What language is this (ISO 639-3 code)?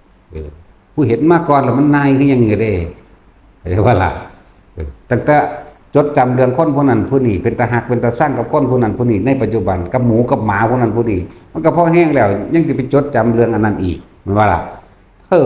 lao